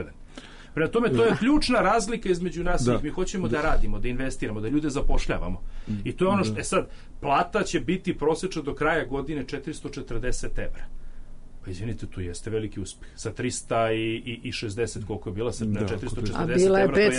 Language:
Serbian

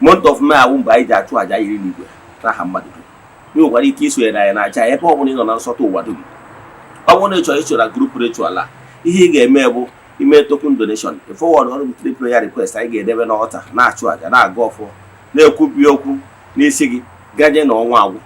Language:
Igbo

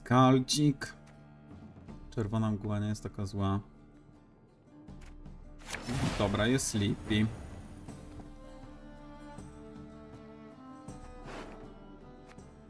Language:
Polish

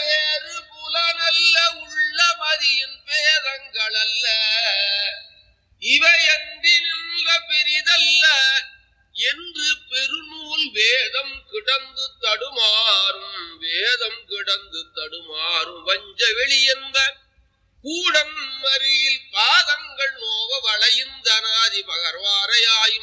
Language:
Tamil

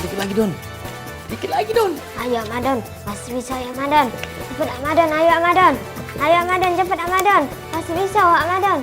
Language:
Musi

